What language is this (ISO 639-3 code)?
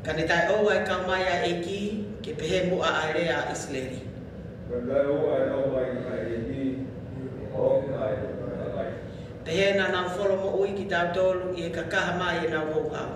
ton